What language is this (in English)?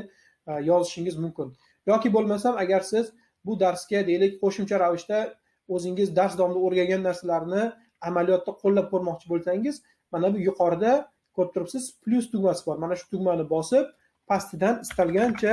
Uzbek